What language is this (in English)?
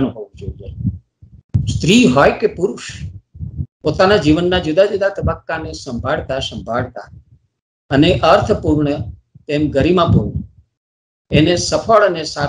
Gujarati